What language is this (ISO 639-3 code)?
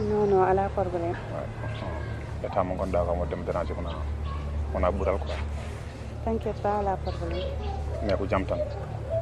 ful